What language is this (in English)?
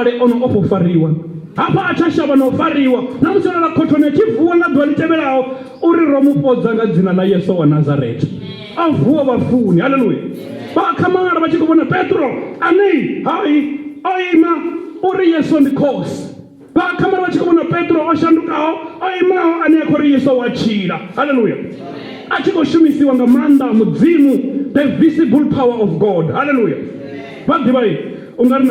Venda